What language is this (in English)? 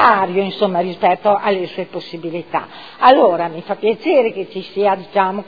Italian